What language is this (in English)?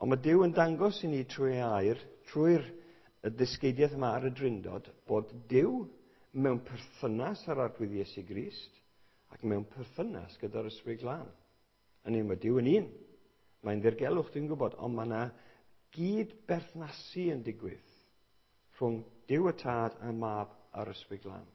Welsh